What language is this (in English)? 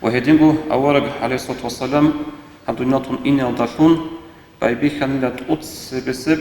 Avaric